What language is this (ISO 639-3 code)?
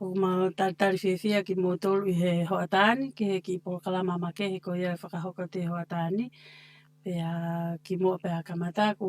ton